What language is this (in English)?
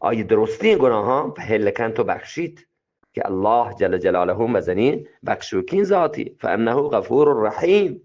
Eastern Balochi